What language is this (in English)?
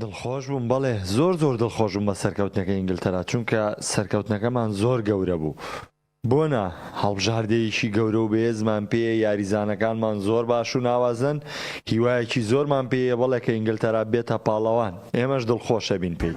Central Kurdish